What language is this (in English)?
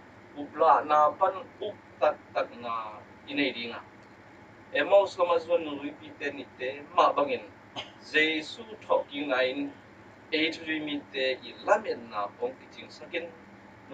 Tedim Chin